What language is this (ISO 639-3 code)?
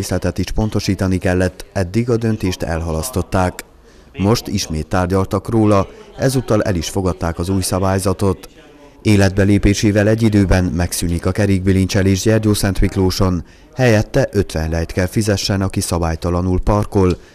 hun